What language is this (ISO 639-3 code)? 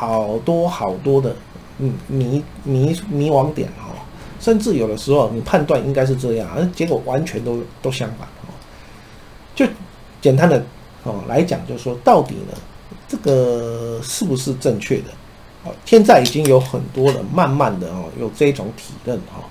zho